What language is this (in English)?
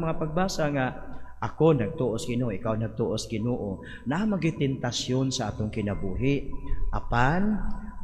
Cebuano